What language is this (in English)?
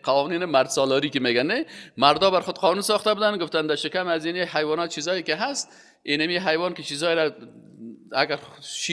Persian